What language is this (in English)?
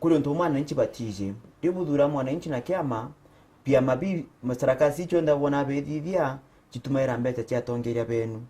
Meru